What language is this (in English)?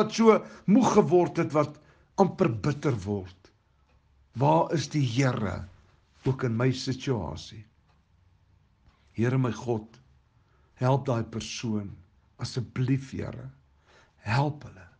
Afrikaans